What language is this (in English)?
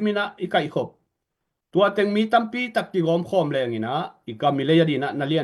Tedim Chin